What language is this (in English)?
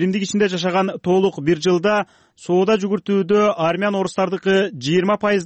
Kyrgyz